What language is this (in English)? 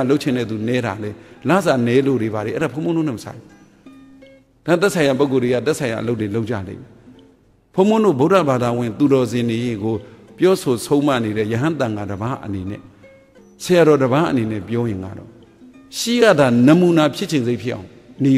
Burmese